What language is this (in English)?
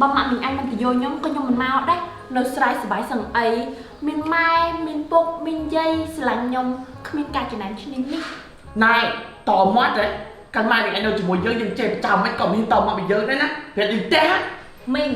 Khmer